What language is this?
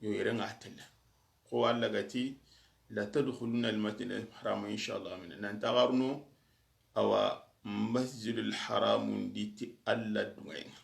Soninke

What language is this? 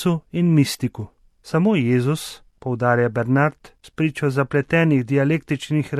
Slovenian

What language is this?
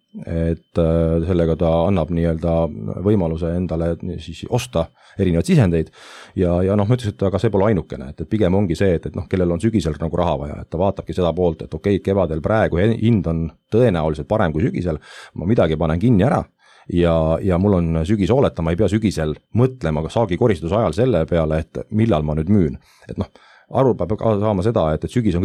Estonian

